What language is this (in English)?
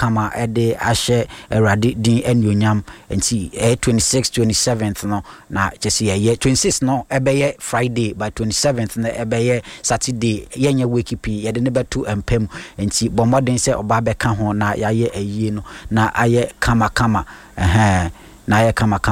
Akan